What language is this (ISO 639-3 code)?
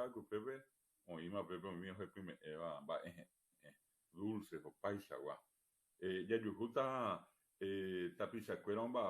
grn